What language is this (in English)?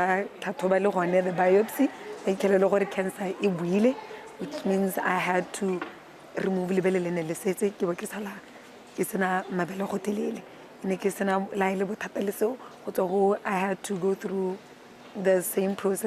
Tswana